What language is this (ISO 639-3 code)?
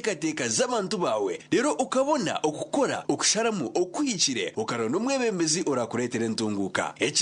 nyn